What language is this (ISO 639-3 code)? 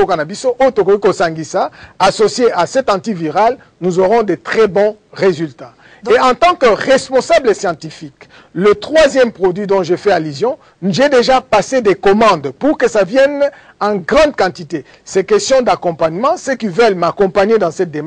fra